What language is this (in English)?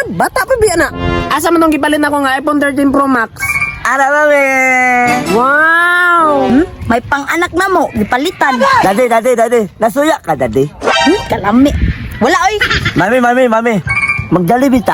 Cebuano